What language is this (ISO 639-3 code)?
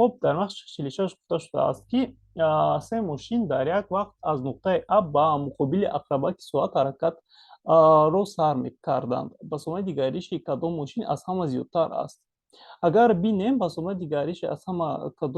tgk